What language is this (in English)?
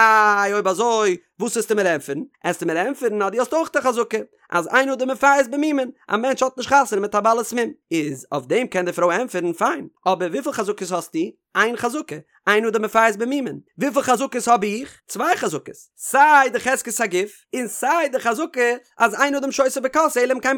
Yiddish